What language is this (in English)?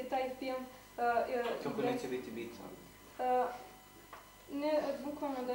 Serbian